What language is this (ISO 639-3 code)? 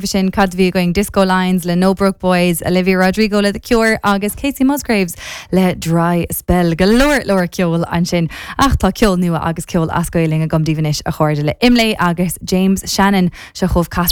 gle